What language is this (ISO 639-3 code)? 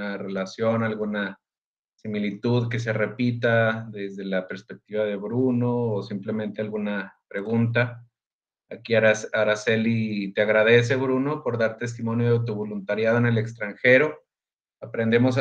spa